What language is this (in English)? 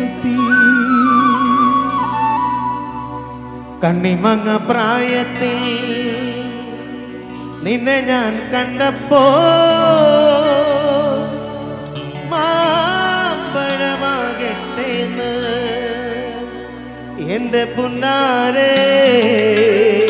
Malayalam